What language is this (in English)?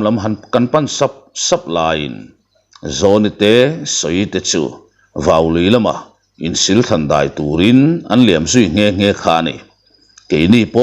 Mizo